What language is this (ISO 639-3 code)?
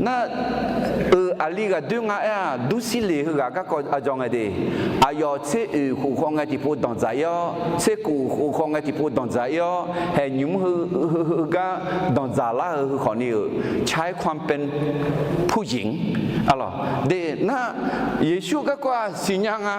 ahk